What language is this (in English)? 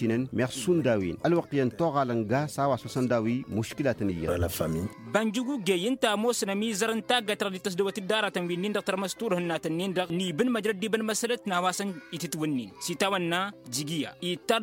Tamasheq